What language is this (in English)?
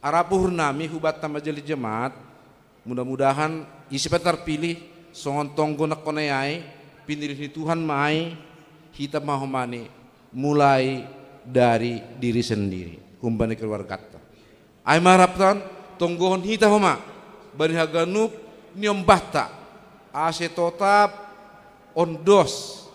Batak Simalungun